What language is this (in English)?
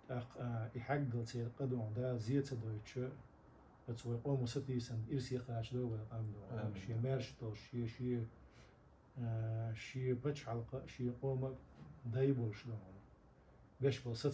Chechen